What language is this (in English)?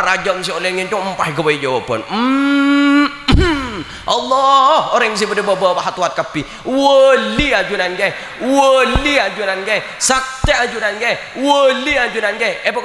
Madurese